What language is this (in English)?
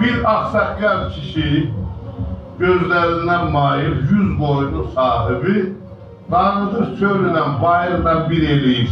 South Azerbaijani